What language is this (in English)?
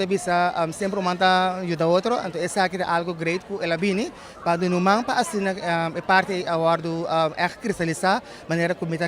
Papiamento